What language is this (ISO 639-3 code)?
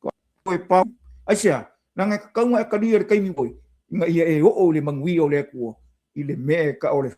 smo